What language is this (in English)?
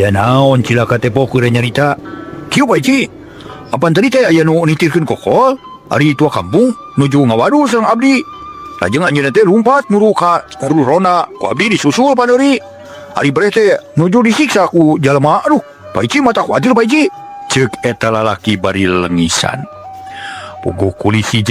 Sundanese